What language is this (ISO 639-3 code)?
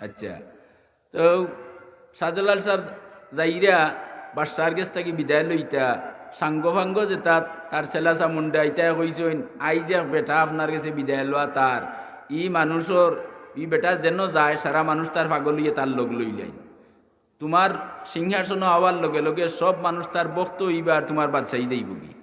syl